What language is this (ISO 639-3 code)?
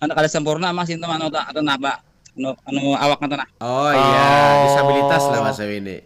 bjn